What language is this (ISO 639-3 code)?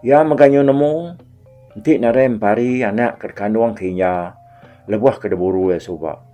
iba